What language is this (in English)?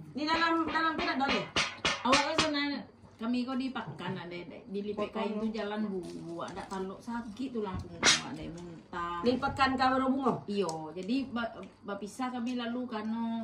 Minangkabau